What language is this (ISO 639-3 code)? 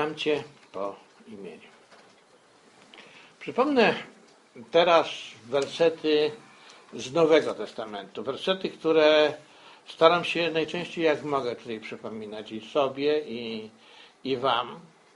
pol